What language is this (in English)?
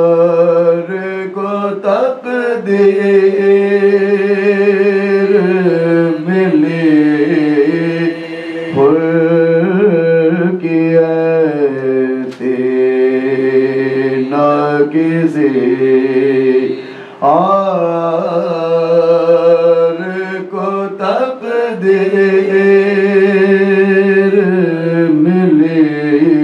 Urdu